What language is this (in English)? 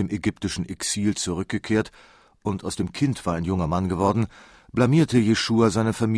German